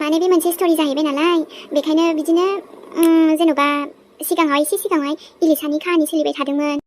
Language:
Bodo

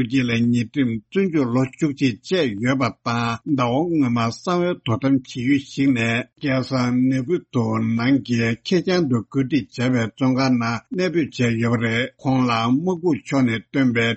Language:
Tibetan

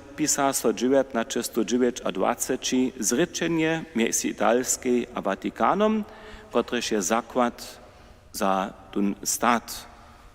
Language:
Upper Sorbian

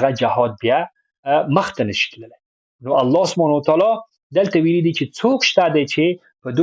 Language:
Pashto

